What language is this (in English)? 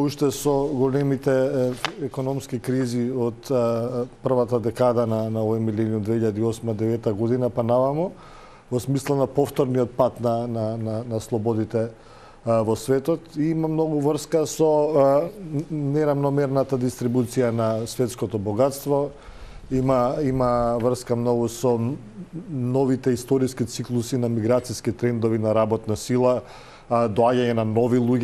Macedonian